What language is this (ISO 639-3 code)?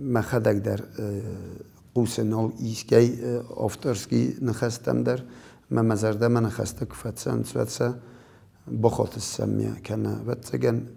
oss